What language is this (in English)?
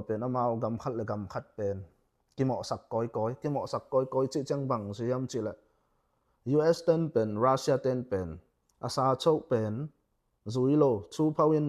Tedim Chin